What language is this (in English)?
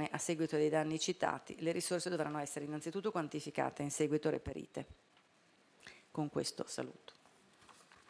Italian